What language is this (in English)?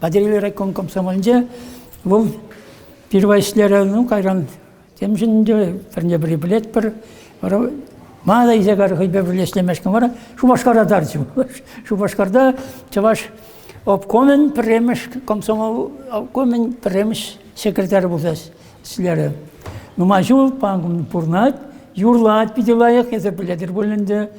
Chuvash